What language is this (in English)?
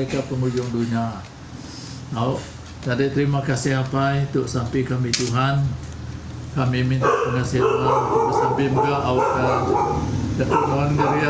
Iban